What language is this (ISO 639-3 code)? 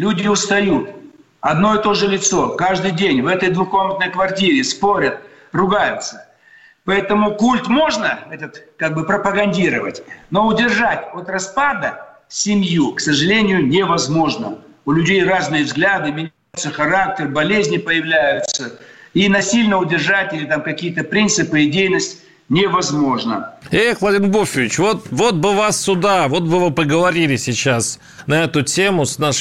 rus